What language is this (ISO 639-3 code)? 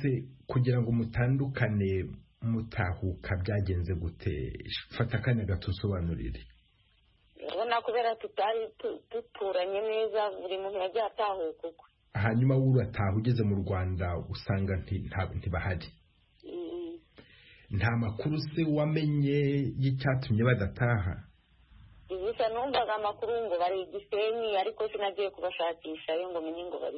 kin